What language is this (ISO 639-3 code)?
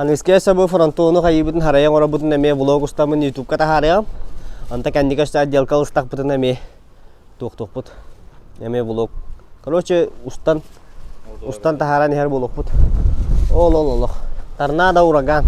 sah